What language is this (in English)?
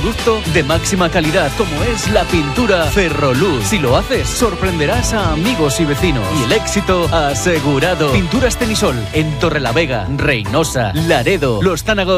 Spanish